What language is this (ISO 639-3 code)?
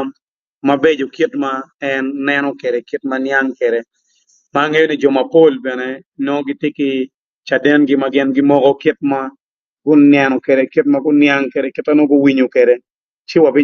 ach